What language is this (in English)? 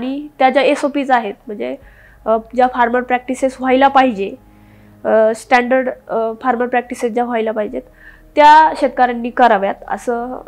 Marathi